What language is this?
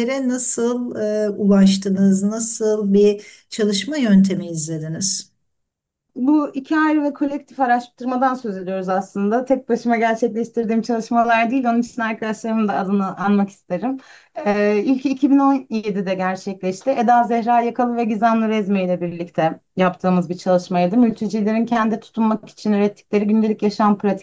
Turkish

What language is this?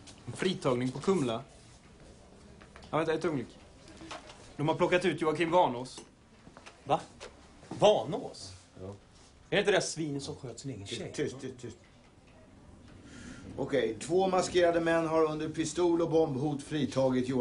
Swedish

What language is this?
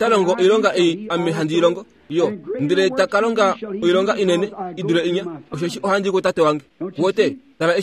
Kuanyama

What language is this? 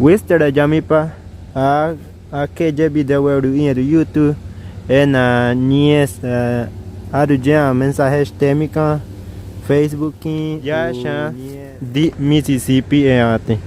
Bribri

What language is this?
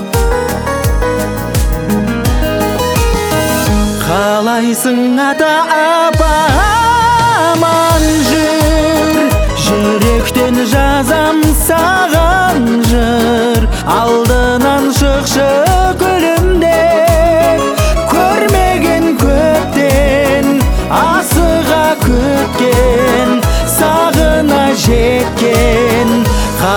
Kazakh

